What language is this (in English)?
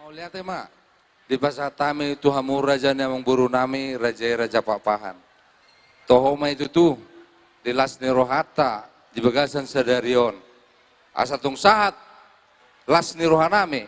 Batak Toba